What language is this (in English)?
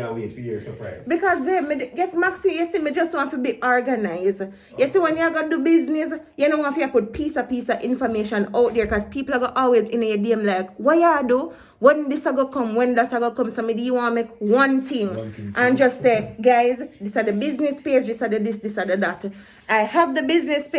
Jamaican Creole English